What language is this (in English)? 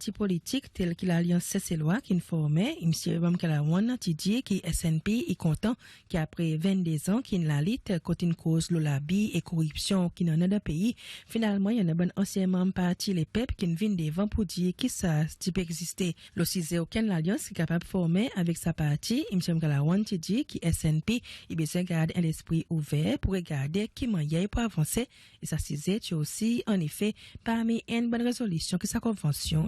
Seselwa Creole French